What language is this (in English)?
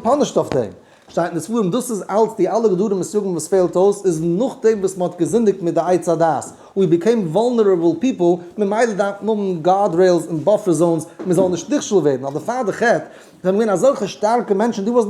Yiddish